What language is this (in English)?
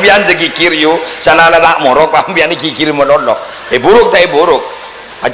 Madurese